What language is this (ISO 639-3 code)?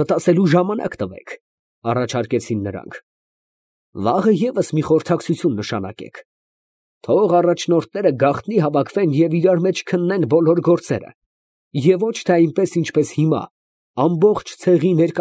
hye